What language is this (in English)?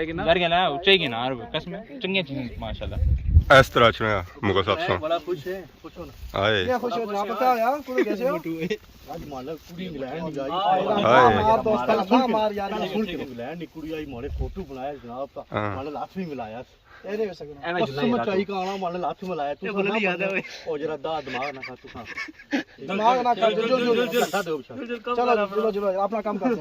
Pahari-Potwari